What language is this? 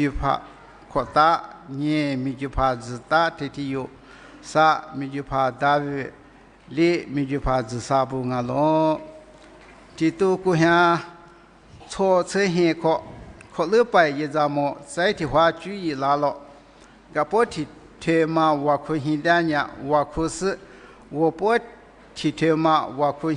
Lisu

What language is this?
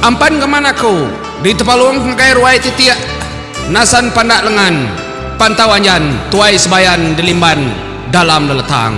Iban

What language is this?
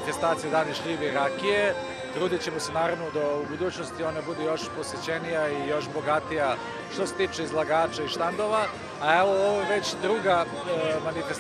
Serbian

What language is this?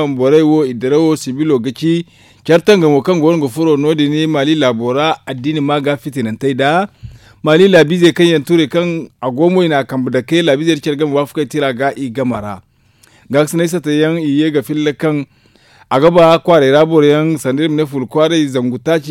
Zarma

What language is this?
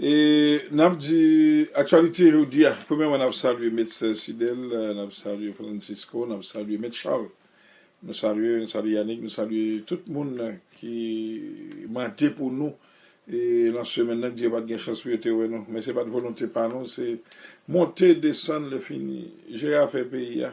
Haitian Creole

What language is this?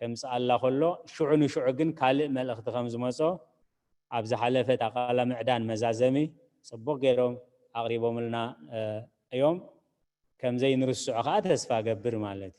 Tigrinya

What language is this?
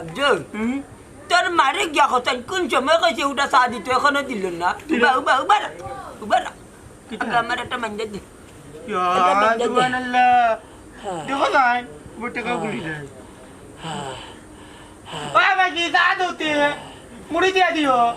Sylheti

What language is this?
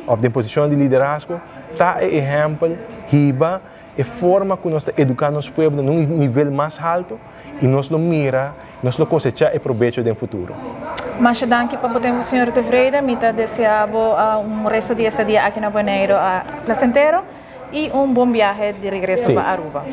Papiamento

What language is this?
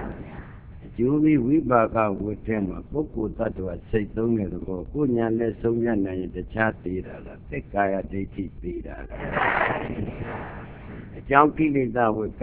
Burmese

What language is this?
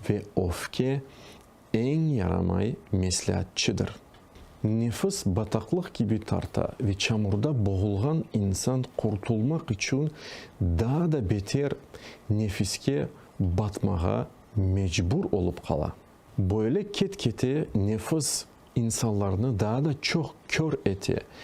Crimean Tatar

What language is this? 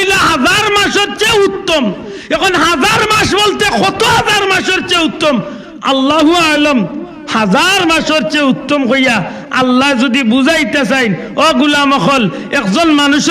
Sylheti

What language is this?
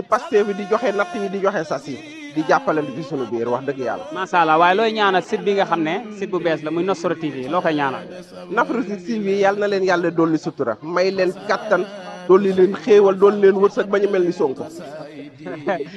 Wolof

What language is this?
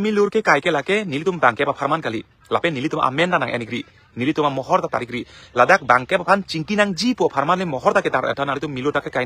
Karbi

